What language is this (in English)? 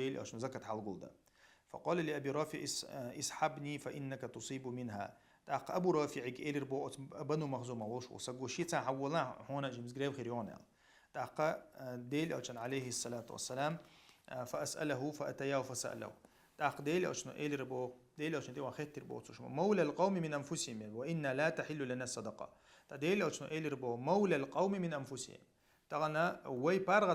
Chechen